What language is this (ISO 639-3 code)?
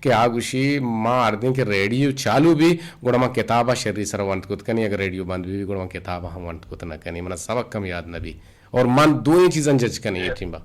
bgp